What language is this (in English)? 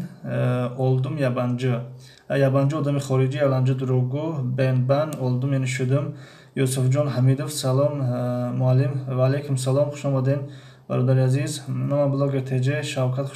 Tajik